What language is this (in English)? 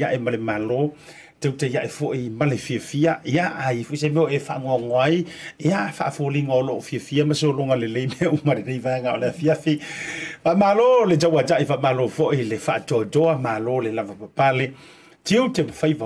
Samoan